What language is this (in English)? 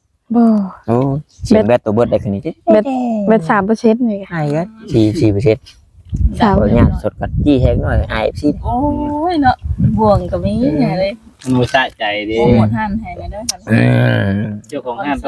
Northeastern Thai